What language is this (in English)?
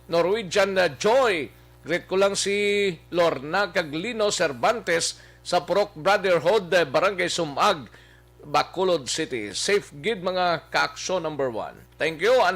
Hiligaynon